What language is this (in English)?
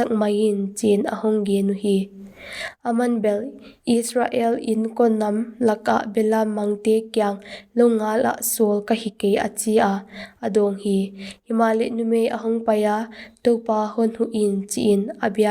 Paite Chin